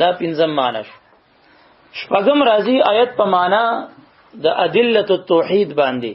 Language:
Pashto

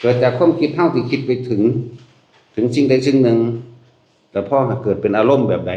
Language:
Northeastern Thai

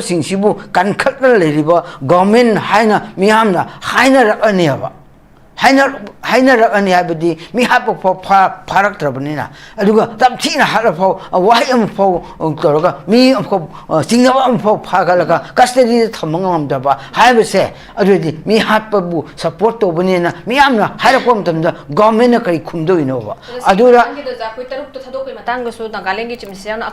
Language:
Manipuri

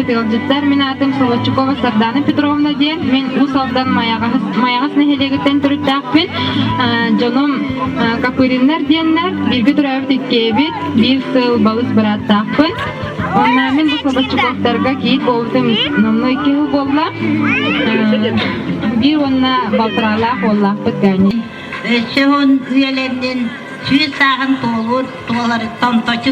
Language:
Yakut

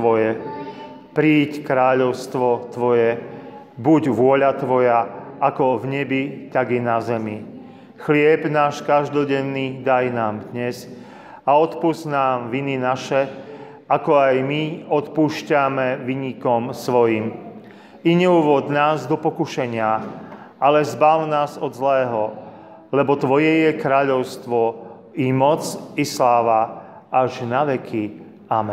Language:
Slovak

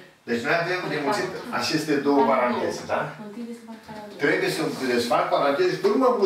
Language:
Romanian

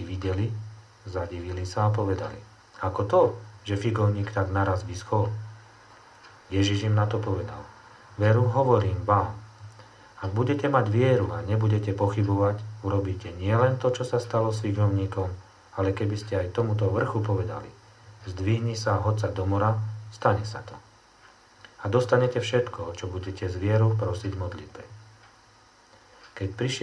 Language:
Slovak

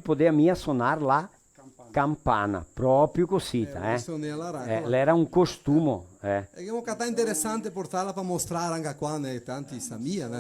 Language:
Venetian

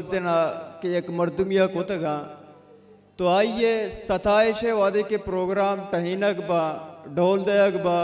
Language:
Baluchi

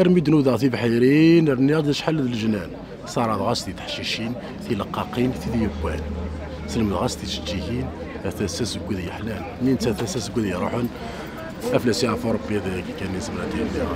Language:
Kabyle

